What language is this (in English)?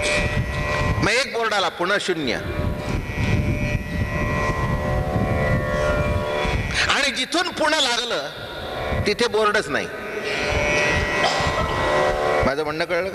Marathi